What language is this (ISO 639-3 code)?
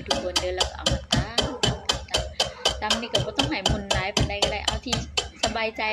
lao